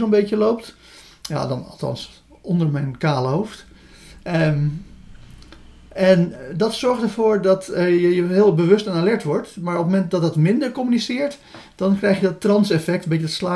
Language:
Dutch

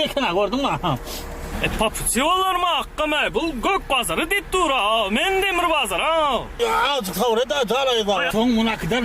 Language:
Turkmen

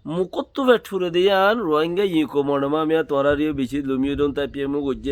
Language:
Rohingya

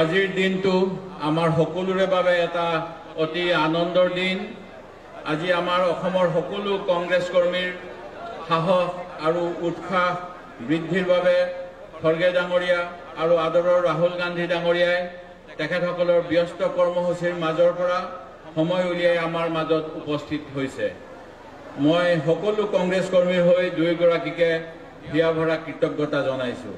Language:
Assamese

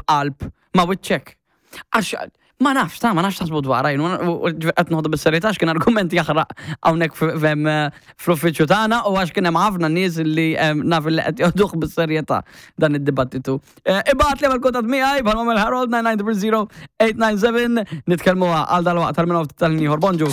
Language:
Maltese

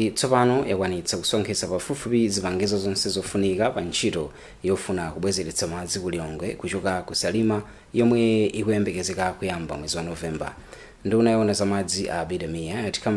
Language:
Nyanja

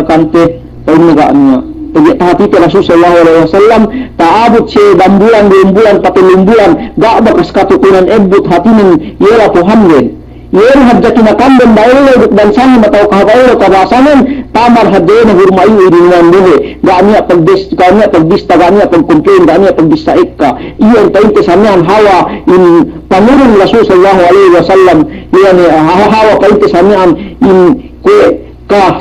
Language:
Yakan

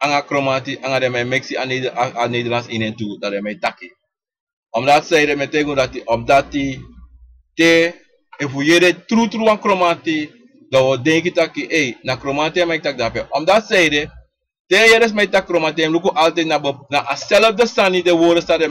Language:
Sranan Tongo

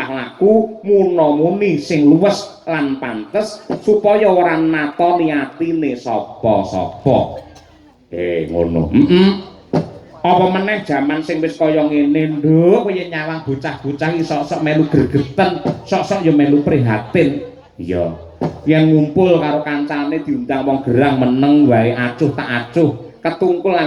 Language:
Javanese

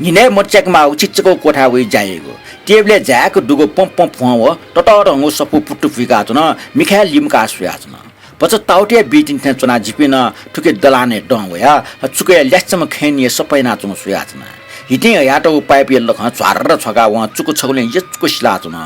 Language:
Newari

